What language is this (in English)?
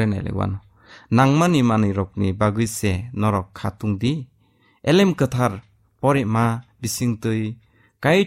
Kok Borok